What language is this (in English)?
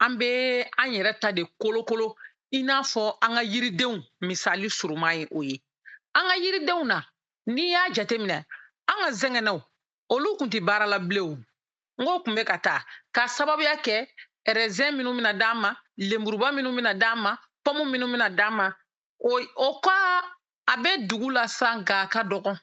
Bambara